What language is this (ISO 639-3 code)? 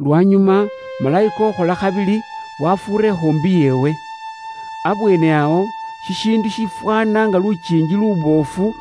luy